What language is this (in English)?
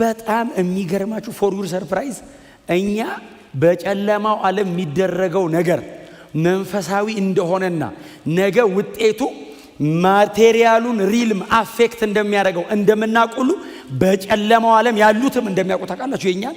Amharic